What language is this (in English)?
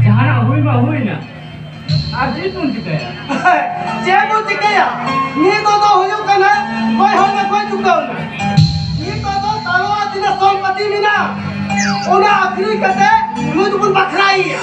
Santali